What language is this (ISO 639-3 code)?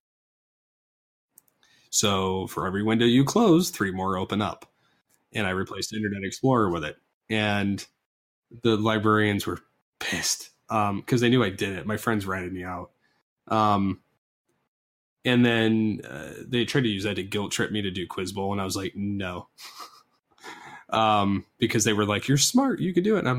eng